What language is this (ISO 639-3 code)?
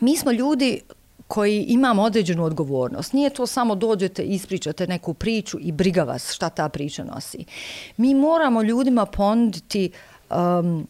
hrv